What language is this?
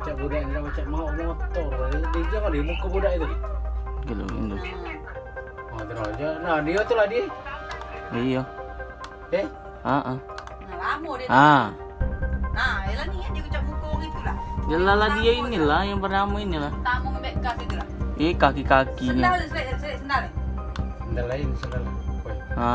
Musi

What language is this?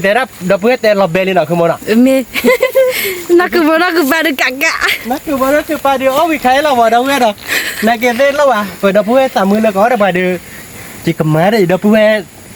S'gaw Karen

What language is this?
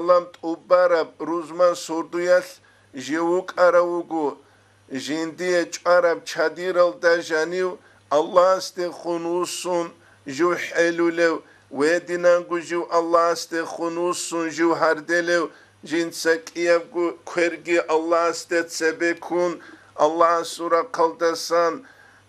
Avaric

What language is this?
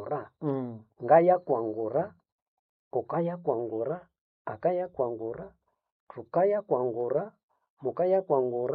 Nande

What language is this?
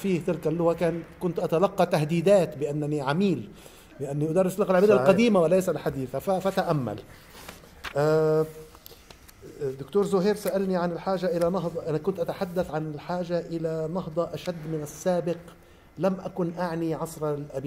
Arabic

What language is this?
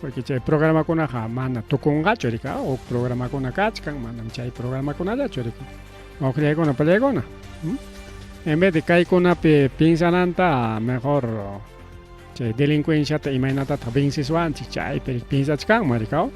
Ayacucho Quechua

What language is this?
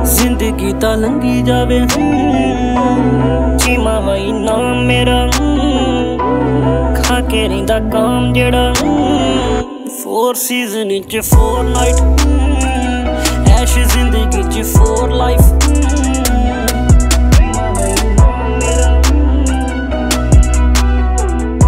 Punjabi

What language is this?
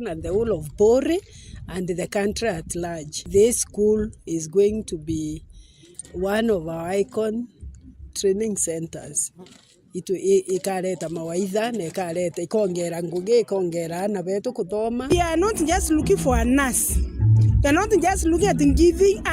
Meru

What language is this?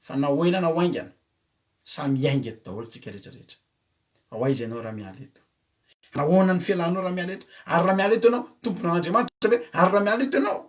Malagasy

